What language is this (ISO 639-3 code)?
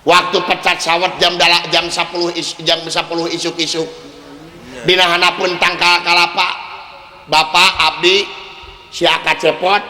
sun